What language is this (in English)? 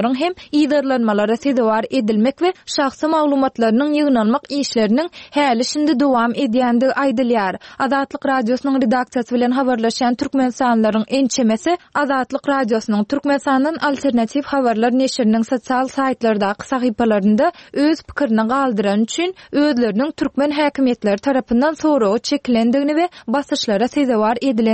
Turkmen